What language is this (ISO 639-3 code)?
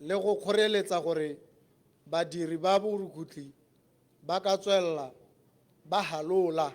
tsn